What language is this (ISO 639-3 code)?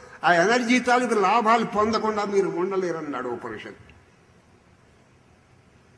tel